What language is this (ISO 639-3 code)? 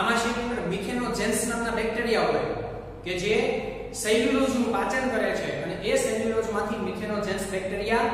guj